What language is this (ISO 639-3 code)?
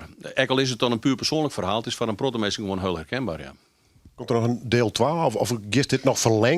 fry